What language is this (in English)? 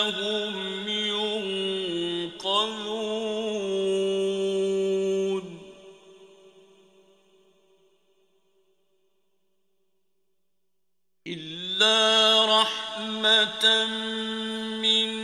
Arabic